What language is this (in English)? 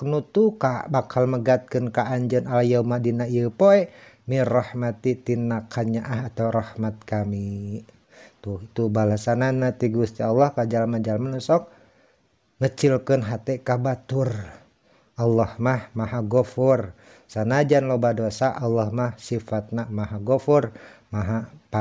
Sundanese